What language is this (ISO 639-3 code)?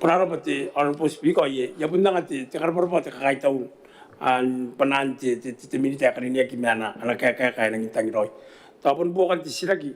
gil